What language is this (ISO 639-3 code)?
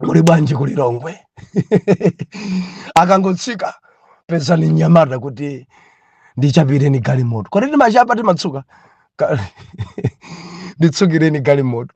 nya